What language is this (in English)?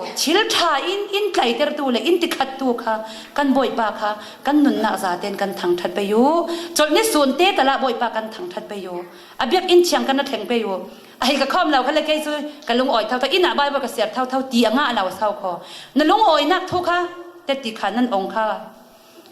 Falam Chin